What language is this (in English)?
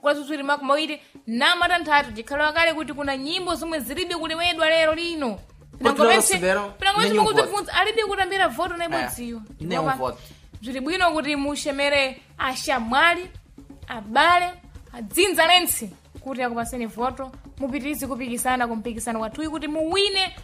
Sena